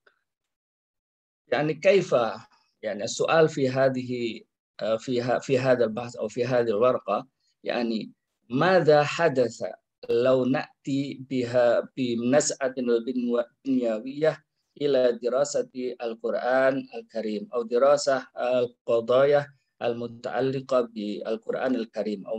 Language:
Arabic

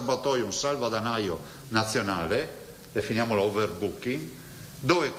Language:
Italian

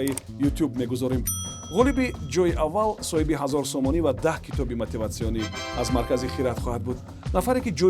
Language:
Tajik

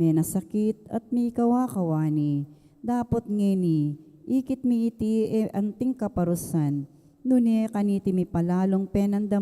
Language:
Pampanga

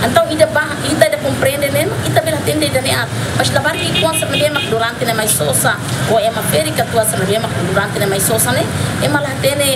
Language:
Tetum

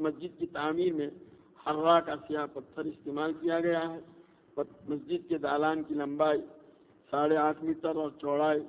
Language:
Urdu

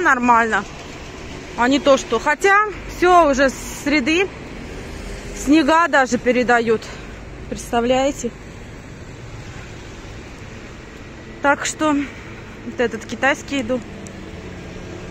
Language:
Russian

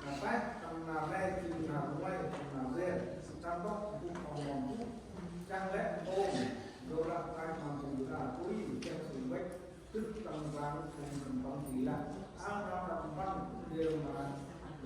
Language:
Central Mnong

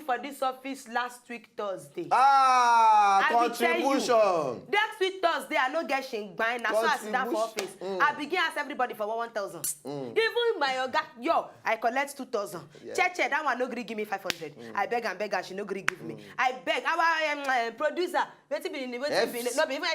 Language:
Nigerian Pidgin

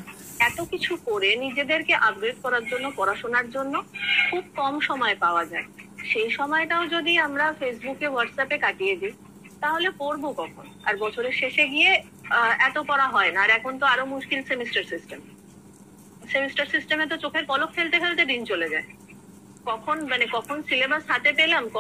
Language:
Bangla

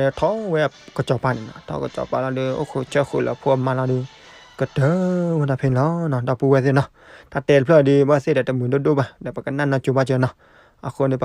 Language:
S'gaw Karen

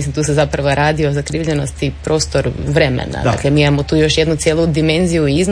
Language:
Croatian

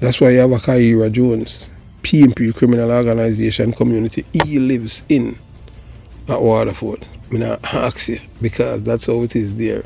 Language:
Jamaican Creole English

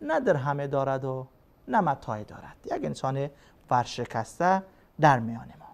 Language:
Persian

